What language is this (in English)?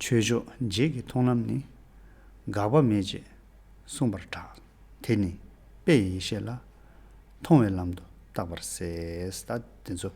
Tibetan